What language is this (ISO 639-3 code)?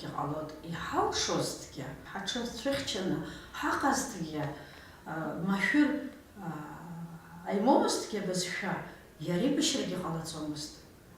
abk